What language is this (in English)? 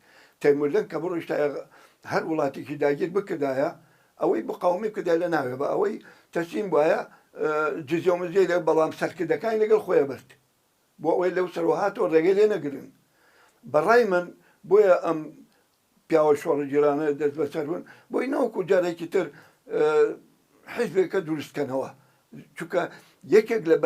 Central Kurdish